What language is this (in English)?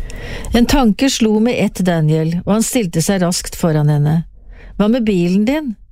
Norwegian